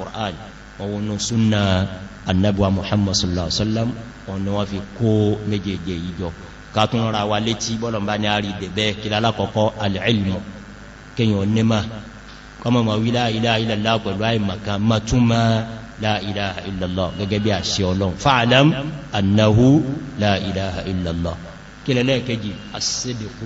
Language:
Yoruba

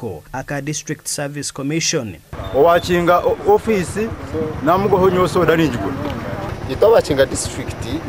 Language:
Nyankole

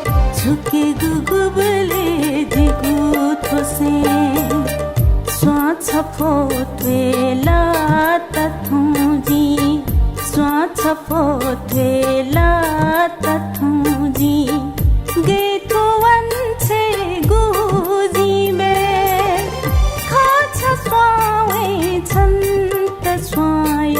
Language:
Newari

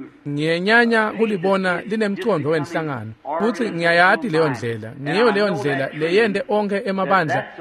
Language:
Swati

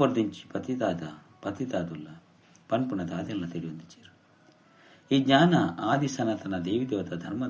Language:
Tulu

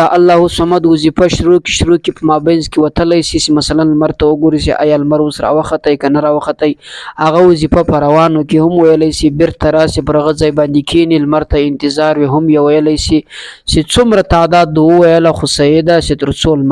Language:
Pashto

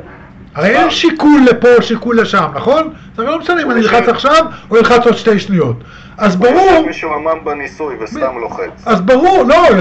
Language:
Hebrew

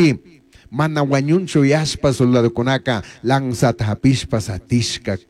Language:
Chimborazo Highland Quichua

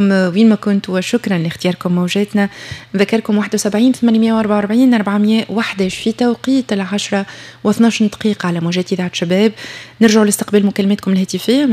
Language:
Tunisian Arabic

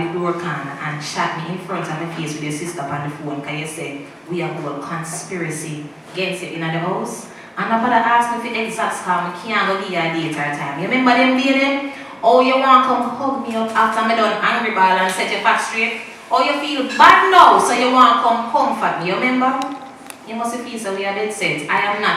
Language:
Jamaican Creole English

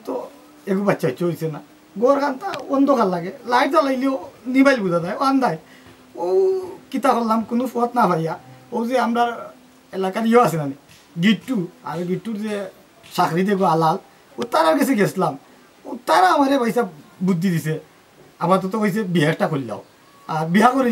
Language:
Sylheti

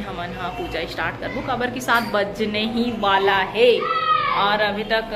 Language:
Chhattisgarhi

